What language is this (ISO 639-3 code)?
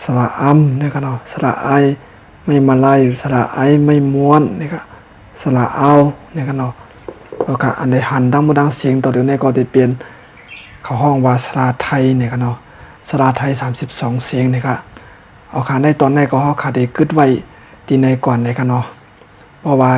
shn